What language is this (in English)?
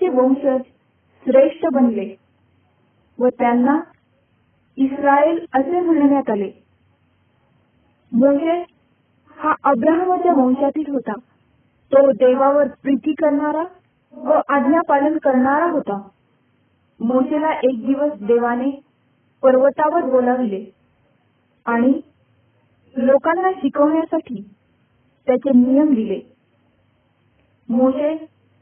Marathi